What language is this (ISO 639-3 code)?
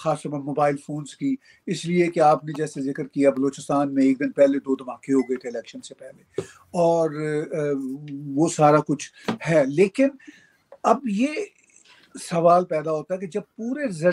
urd